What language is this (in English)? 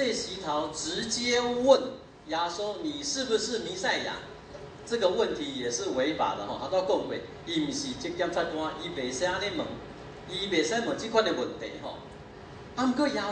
Min Nan Chinese